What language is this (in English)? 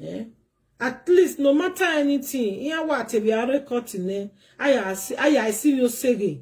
Nigerian Pidgin